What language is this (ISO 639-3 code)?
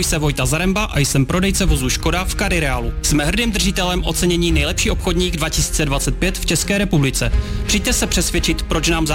ces